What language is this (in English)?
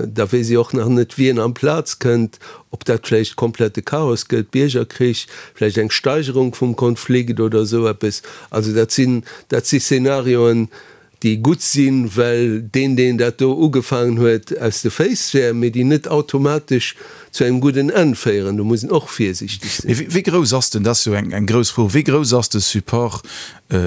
Luxembourgish